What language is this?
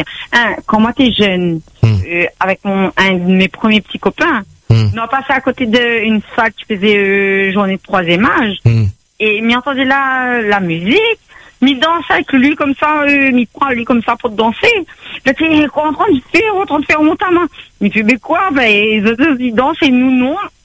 French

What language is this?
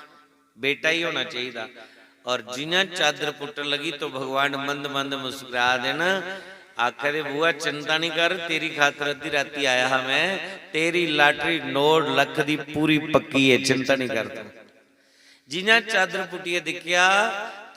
Dogri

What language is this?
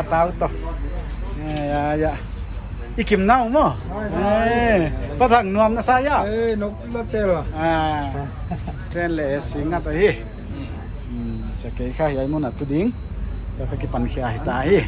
Paite Chin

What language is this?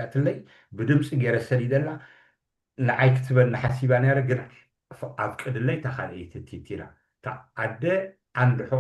Tigrinya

